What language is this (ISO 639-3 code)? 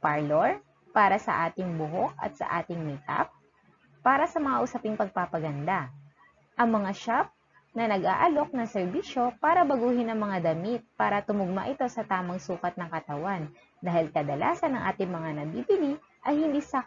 fil